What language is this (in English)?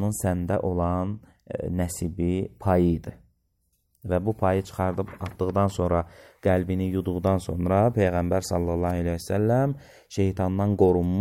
Azerbaijani